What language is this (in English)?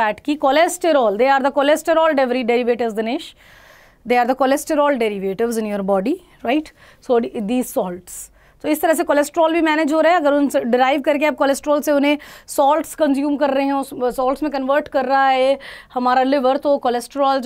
Hindi